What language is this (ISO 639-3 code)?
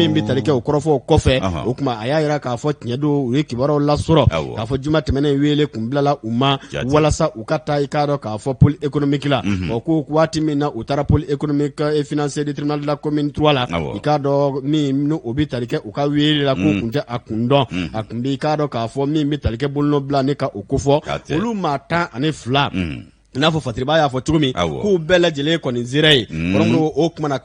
bam